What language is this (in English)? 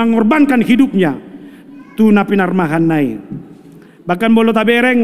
Batak Toba